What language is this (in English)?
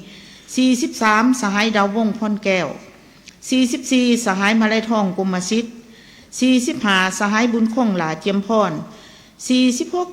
Lao